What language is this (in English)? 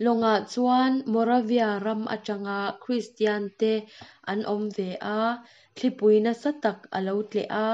Mizo